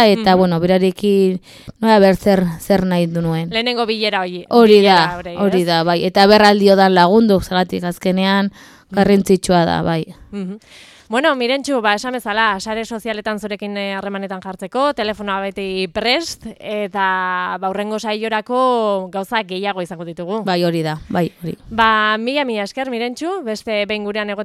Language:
Basque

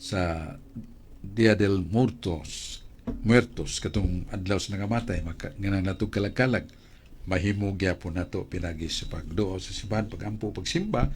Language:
Cebuano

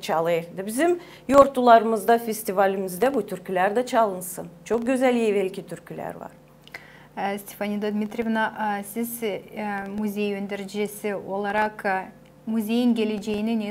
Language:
Gagauz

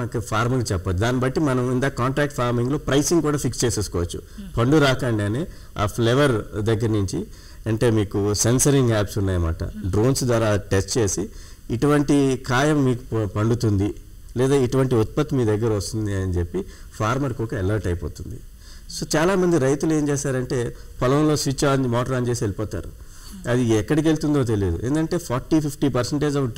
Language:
Telugu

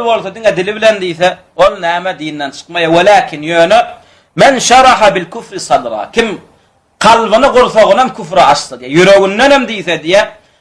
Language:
Turkmen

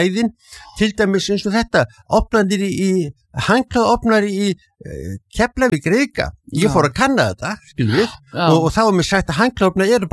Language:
Icelandic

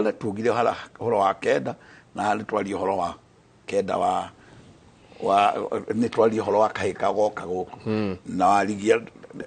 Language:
Kikuyu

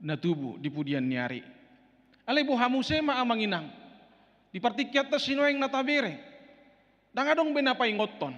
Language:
Batak Toba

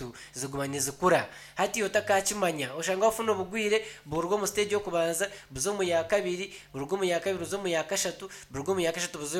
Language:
Nyankole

